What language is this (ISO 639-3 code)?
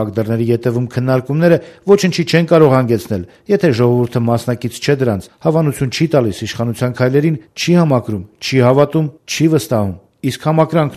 hye